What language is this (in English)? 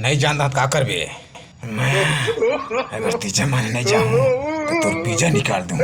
Chhattisgarhi